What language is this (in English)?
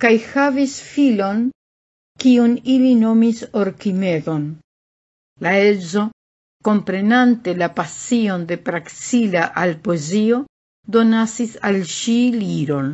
Esperanto